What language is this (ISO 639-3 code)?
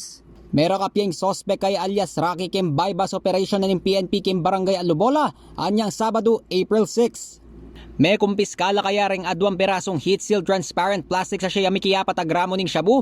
pam